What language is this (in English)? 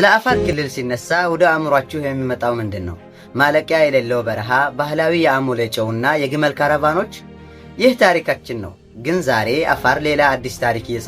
Amharic